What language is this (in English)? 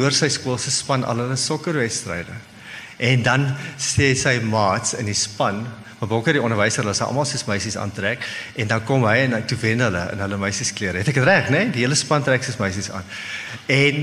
Afrikaans